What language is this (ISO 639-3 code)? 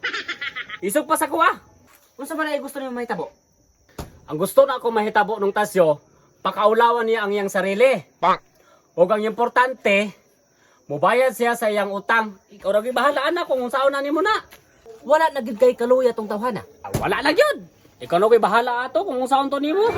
ceb